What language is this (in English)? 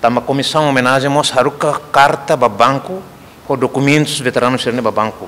Tetum